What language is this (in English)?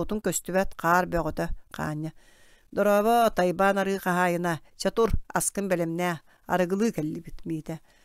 Yakut